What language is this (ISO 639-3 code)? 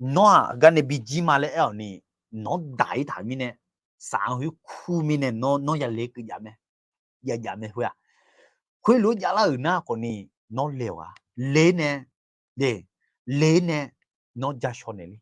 ahk